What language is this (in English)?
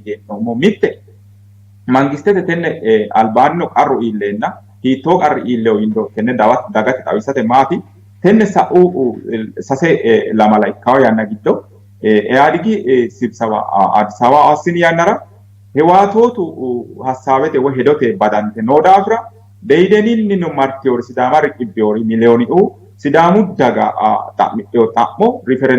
Sidamo